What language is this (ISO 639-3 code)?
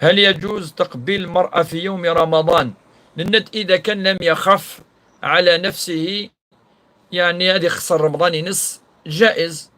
kab